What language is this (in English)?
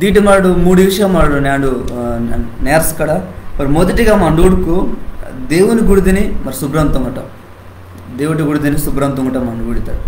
Koya